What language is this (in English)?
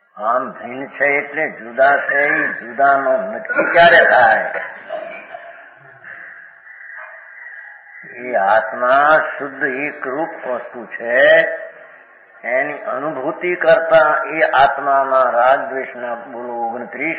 Gujarati